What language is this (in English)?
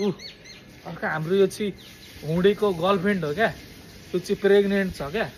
Nepali